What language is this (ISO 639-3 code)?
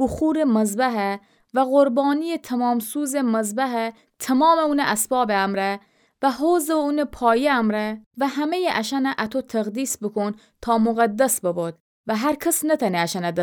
glk